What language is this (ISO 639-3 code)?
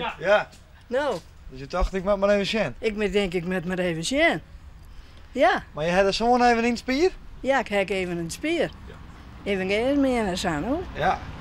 fry